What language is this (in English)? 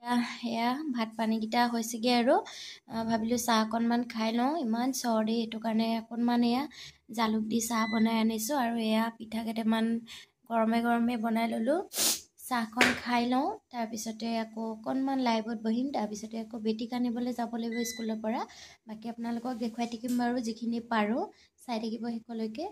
Assamese